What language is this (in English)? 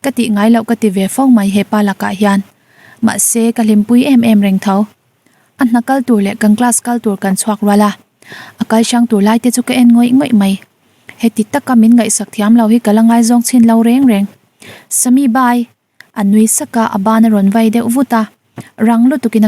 Mizo